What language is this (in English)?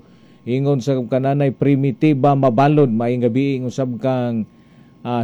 Cebuano